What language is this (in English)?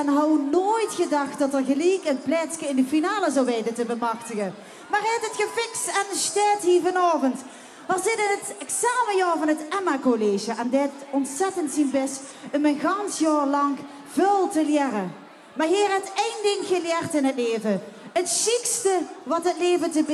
Limburgish